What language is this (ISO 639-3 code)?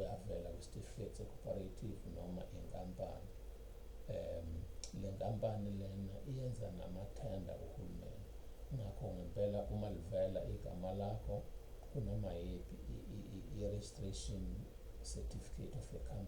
zul